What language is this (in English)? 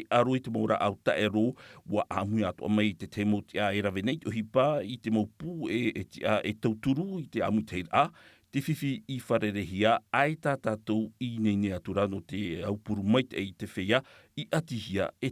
Tahitian